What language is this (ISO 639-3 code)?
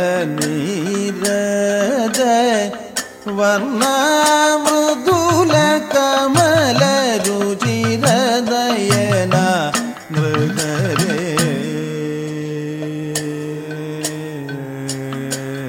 mal